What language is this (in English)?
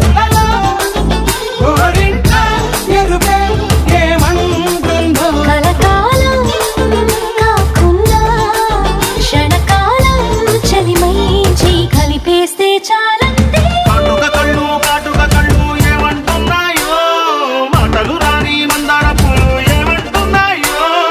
Telugu